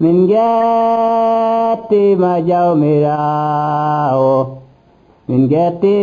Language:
Nigerian Fulfulde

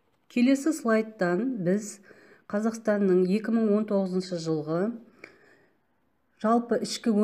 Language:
Kazakh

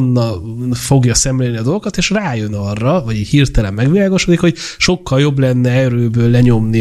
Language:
Hungarian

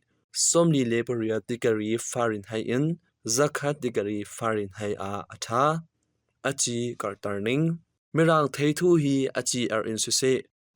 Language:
Hakha Chin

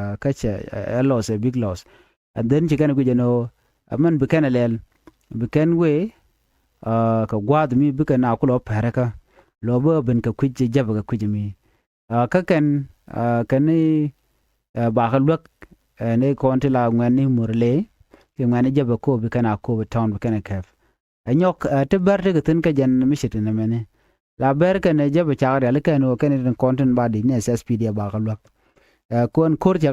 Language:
Nuer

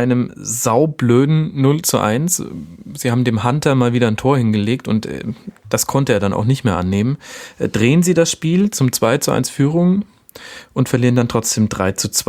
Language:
German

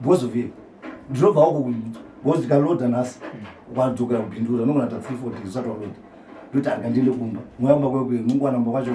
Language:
Shona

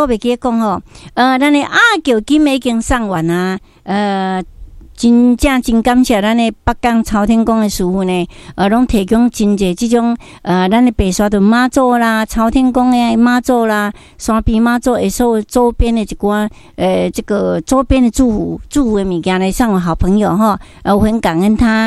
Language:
Min Nan Chinese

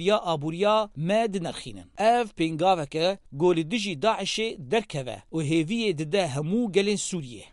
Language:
Kurdish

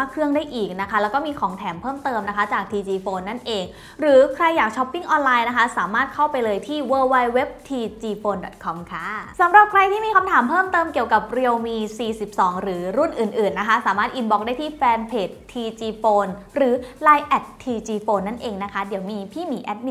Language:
Thai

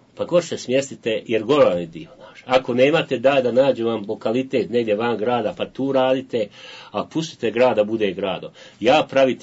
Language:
Bosnian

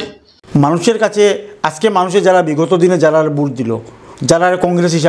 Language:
Sylheti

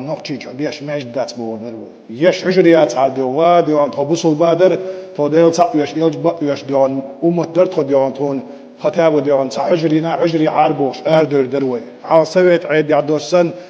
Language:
Chechen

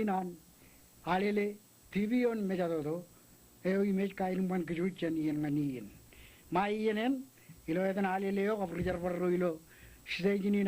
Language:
Marshallese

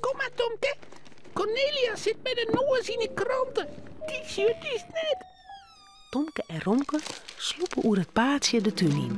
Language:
Western Frisian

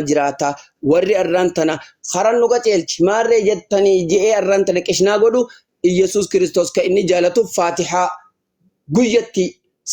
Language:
Oromo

